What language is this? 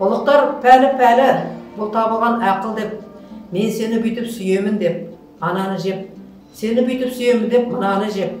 Kazakh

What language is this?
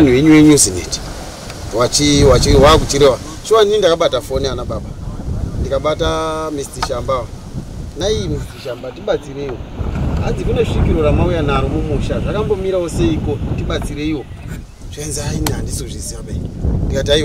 Shona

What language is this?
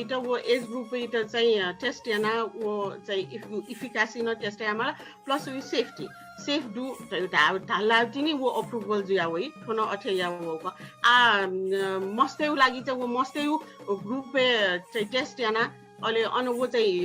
Newari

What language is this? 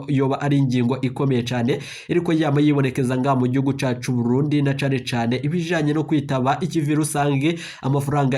Rundi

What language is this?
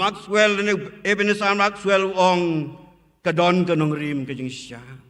Khasi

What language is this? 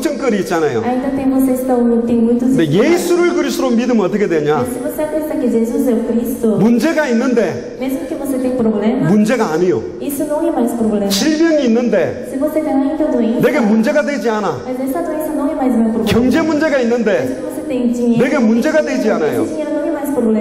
Korean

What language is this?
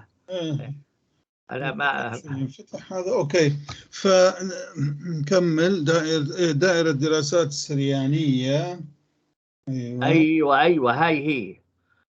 North Levantine Arabic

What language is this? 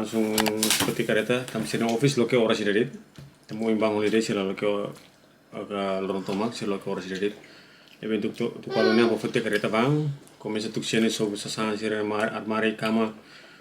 Tetum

